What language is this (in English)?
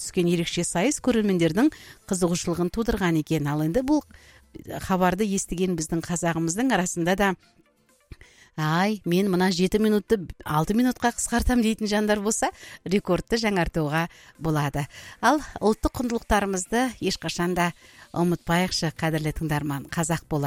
Kazakh